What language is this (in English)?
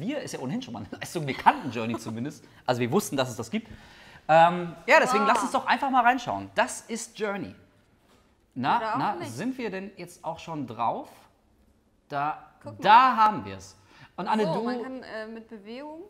German